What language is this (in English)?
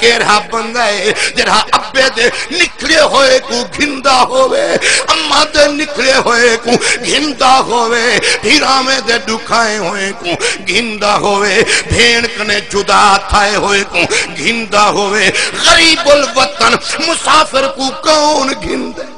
Saraiki